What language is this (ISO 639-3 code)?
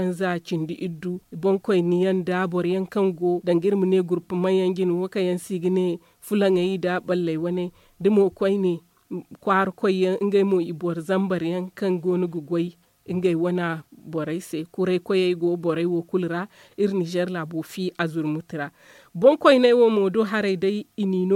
dje